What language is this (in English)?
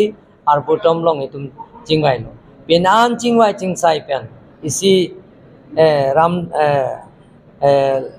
Karbi